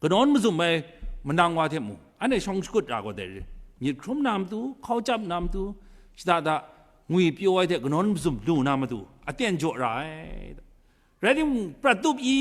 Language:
Kachin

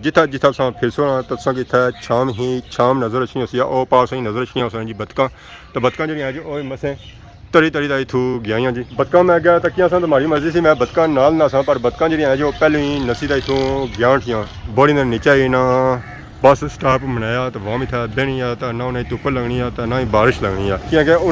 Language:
Pahari-Potwari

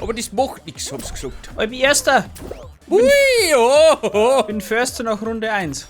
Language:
Bavarian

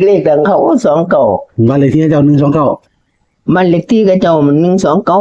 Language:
Northeastern Thai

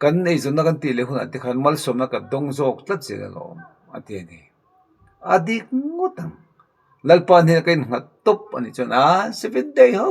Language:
Mizo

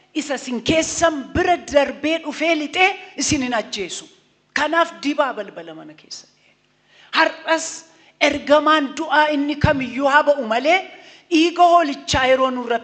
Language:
Oromo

